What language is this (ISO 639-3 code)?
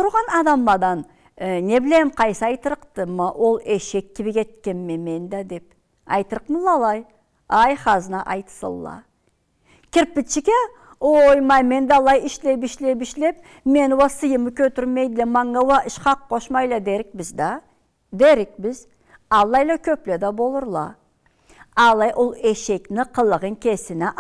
krc